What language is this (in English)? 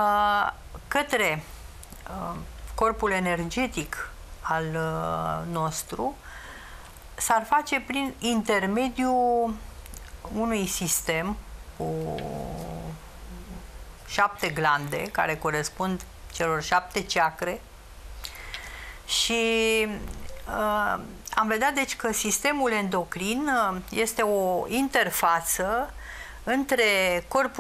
Romanian